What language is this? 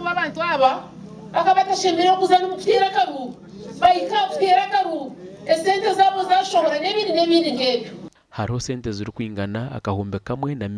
Nyankole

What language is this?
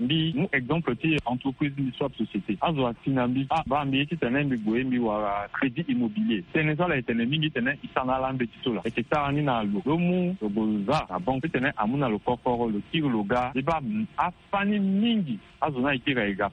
Sango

